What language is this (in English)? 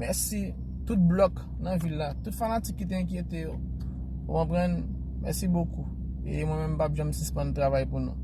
Haitian Creole